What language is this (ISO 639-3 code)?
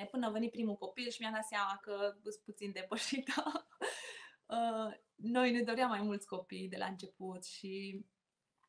ron